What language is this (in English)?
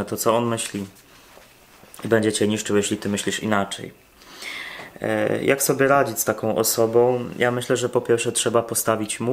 Polish